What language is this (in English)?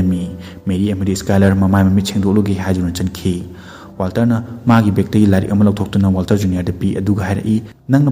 Manipuri